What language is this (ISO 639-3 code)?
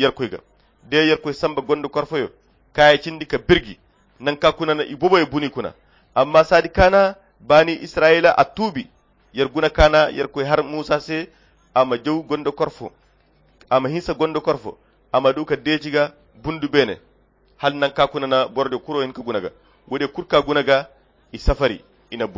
khq